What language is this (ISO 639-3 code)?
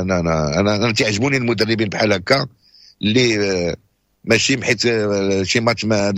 ary